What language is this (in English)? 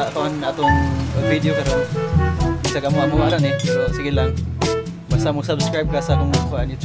Cebuano